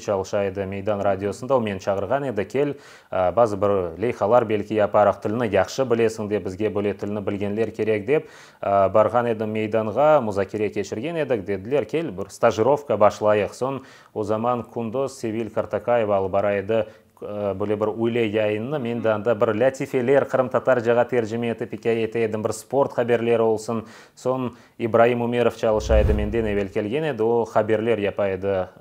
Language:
Crimean Tatar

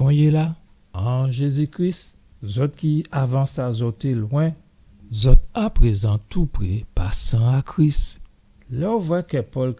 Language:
Guadeloupean Creole French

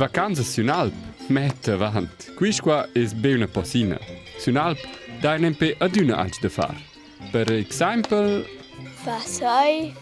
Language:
Romansh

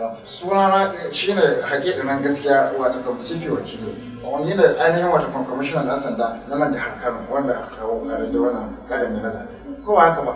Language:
Hausa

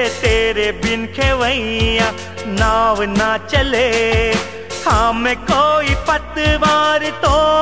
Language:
Hindi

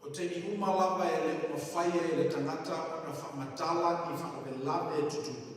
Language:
Samoan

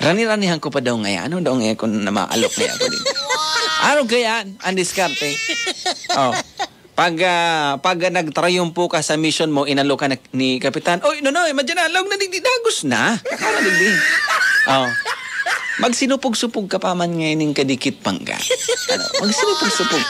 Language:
Bikol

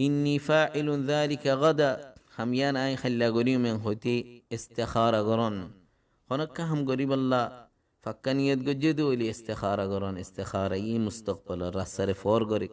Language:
Rohingya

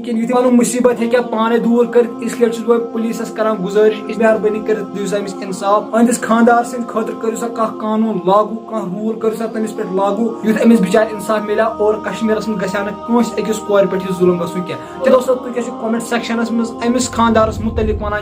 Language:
Kashmiri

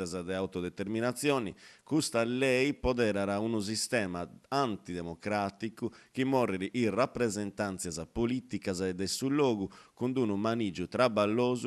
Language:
Sardinian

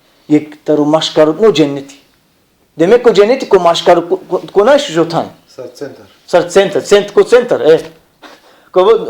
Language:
Balkan Romani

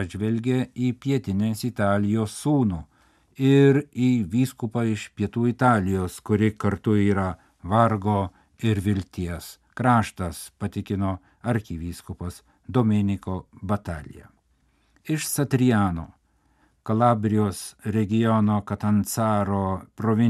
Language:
Lithuanian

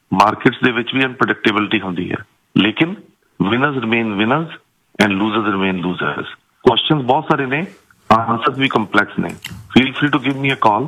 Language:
Punjabi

